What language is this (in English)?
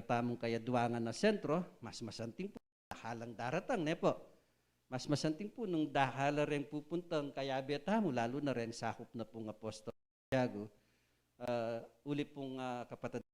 Pampanga